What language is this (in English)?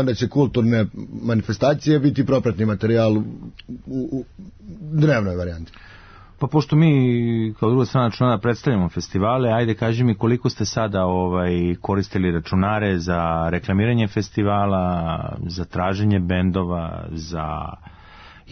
Serbian